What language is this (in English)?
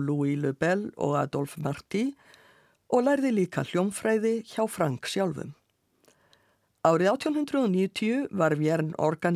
Icelandic